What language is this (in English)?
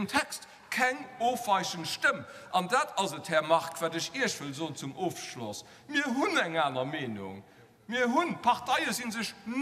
Luxembourgish